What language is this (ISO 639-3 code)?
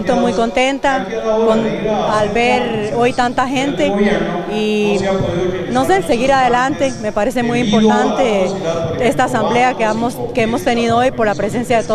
spa